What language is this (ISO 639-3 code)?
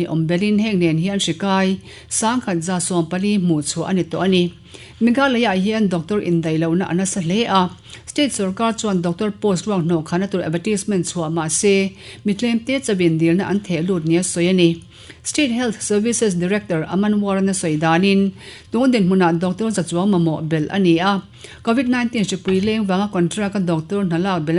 lus